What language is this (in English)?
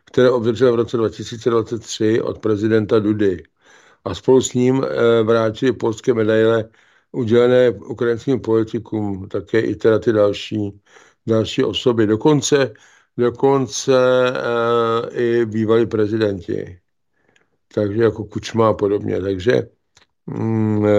Czech